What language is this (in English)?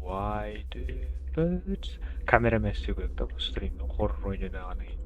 Kara-Kalpak